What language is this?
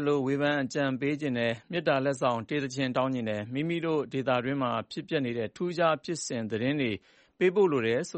Burmese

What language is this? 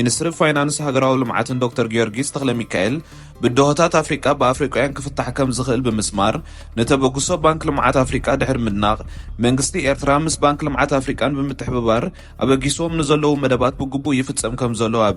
Tigrinya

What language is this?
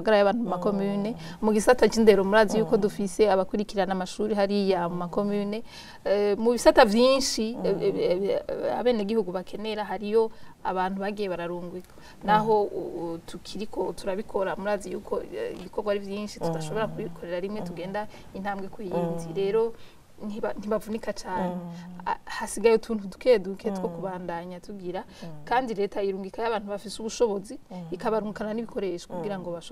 Rundi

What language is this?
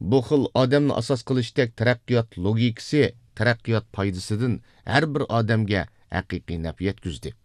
Uyghur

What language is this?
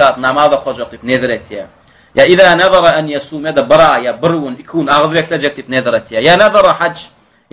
Turkmen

